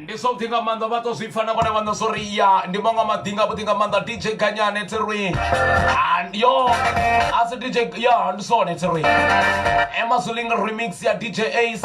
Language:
Venda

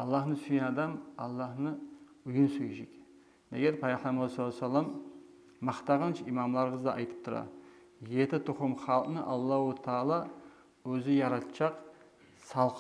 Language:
Kumyk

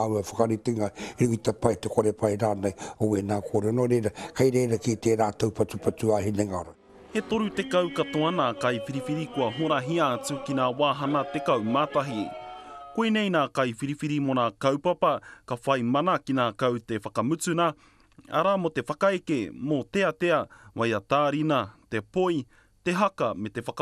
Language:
Māori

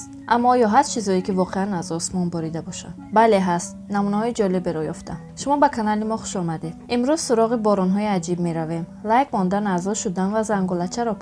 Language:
Tajik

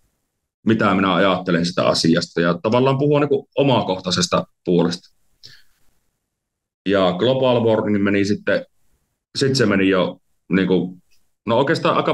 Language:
Finnish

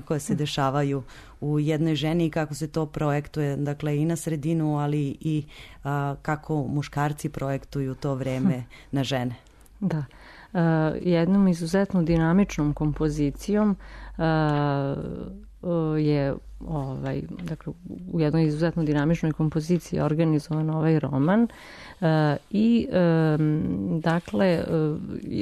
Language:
Serbian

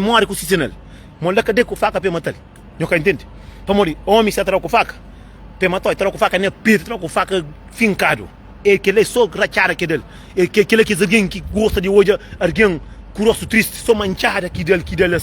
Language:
Kabuverdianu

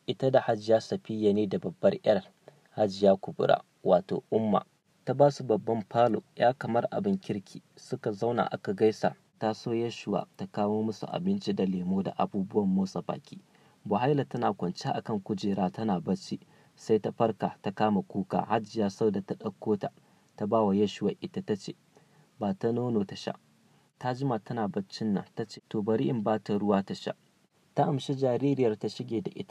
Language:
Hausa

